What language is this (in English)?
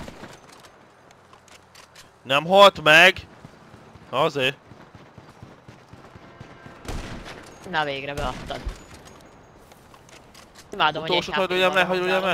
Hungarian